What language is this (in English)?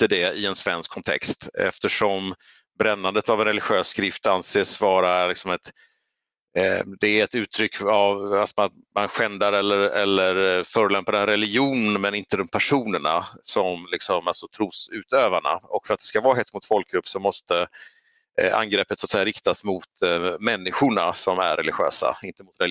Swedish